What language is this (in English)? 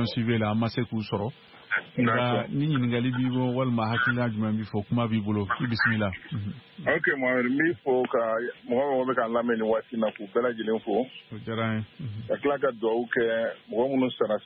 Bambara